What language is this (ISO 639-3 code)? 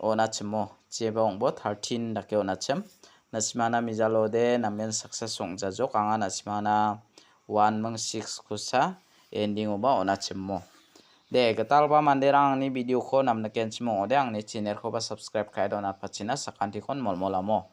grt